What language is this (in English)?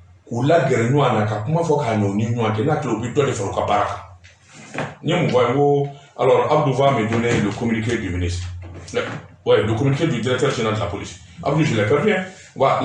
Bambara